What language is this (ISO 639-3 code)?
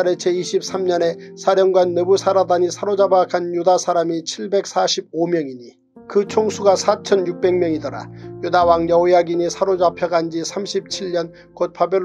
kor